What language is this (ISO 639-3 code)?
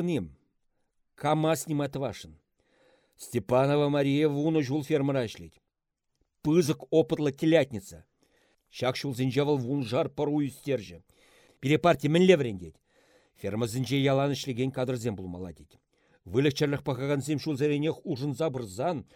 chv